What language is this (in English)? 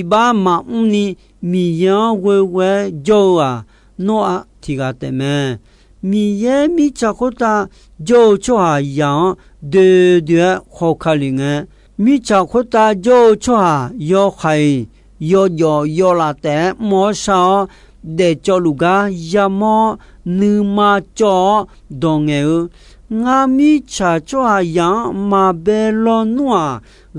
Akha